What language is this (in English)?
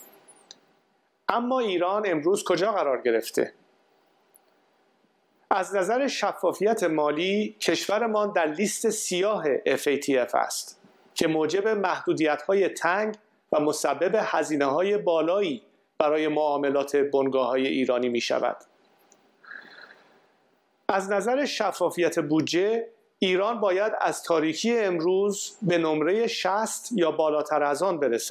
Persian